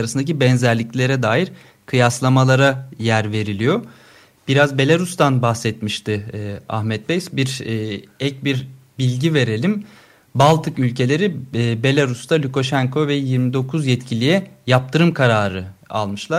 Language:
Turkish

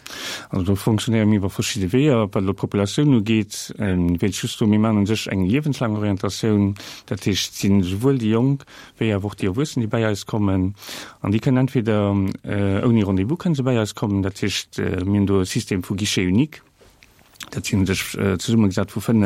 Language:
Luxembourgish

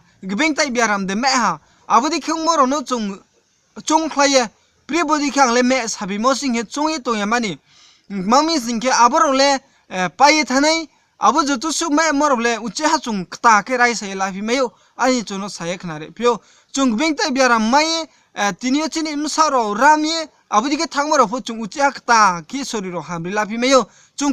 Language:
Riang (India)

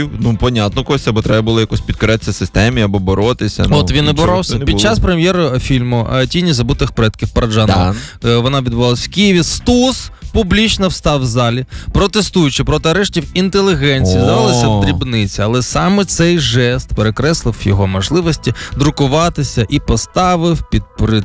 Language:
Ukrainian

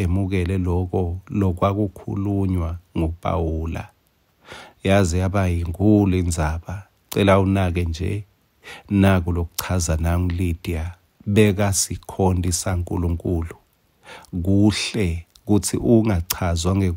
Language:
Swati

